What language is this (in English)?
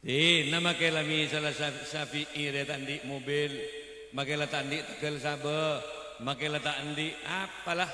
Madurese